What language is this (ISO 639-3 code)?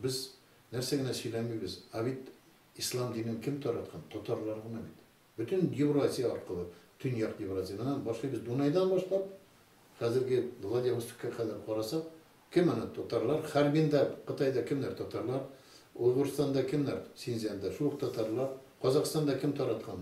tat